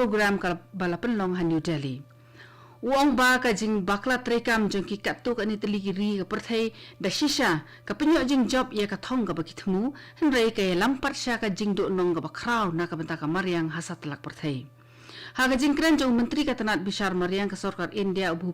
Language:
Khasi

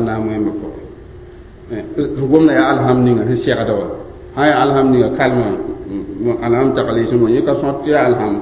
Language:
Mossi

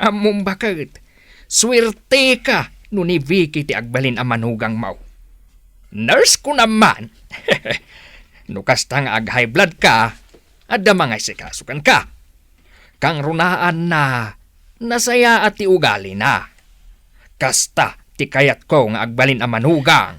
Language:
Iloko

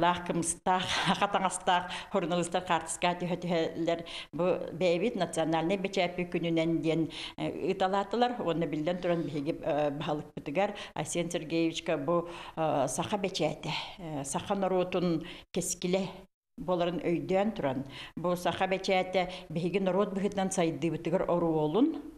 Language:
Yakut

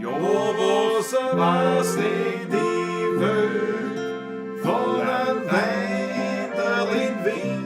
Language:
Bavarian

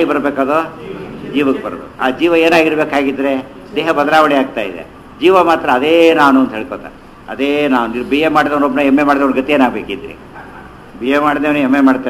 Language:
Kannada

